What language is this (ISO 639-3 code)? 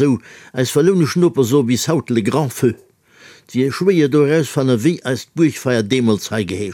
ltz